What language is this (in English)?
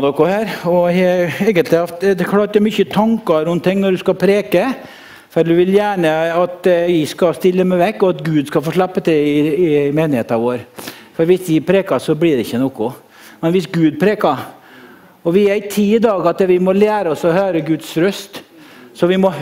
Norwegian